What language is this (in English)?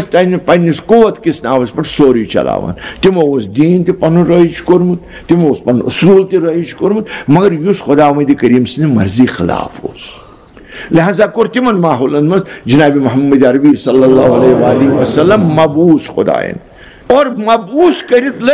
Kashmiri